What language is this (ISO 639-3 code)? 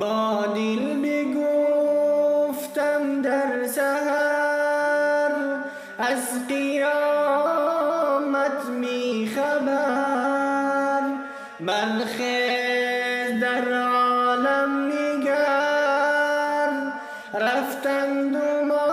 tgk